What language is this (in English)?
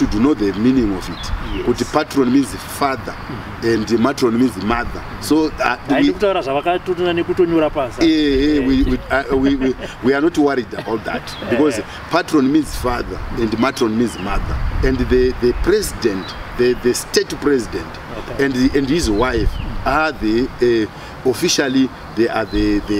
Shona